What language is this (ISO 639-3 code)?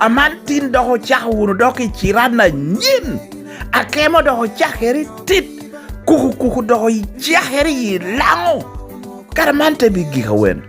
laj